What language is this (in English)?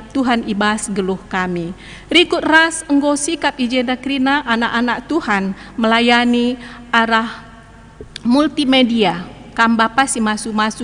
Batak Karo